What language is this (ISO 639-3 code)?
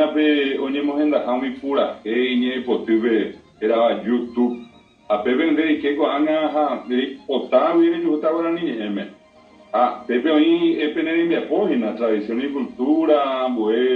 grn